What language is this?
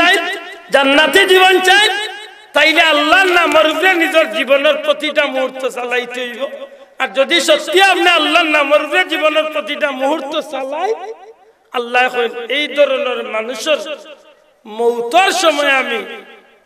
Sylheti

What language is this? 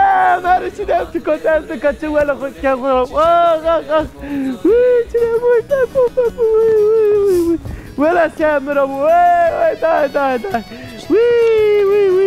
Zaza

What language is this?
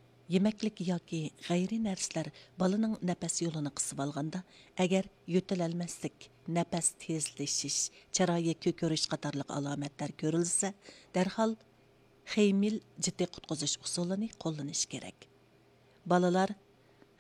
Uyghur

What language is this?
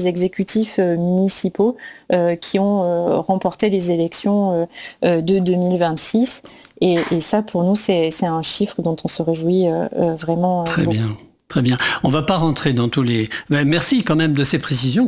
French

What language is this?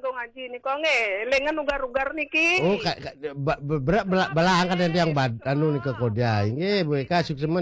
Balinese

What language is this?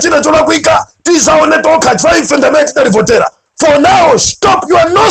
Nyanja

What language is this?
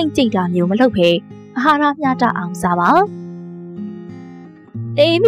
Burmese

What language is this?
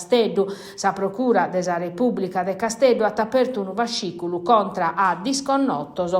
Sardinian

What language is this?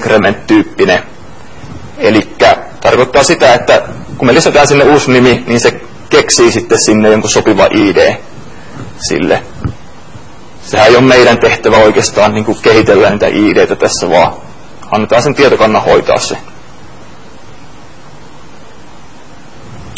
Finnish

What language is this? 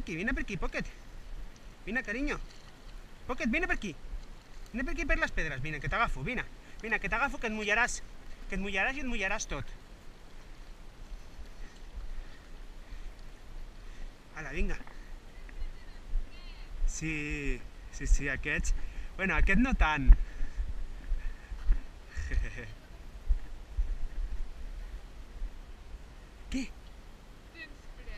Catalan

